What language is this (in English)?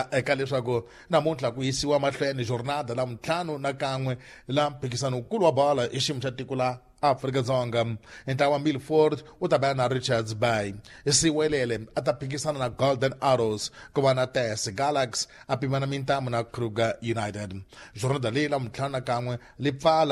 Tsonga